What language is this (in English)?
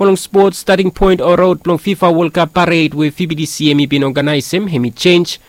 Bislama